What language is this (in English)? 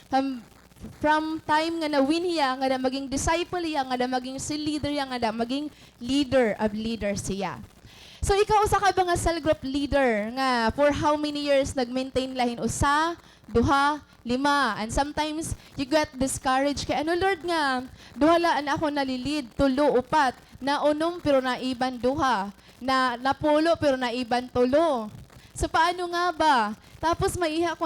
Waray